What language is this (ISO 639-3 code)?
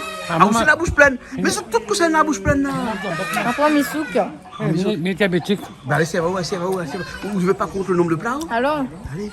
rcf